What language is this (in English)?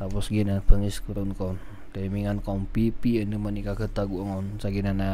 Maranao